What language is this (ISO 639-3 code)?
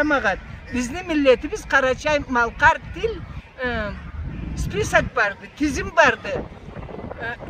krc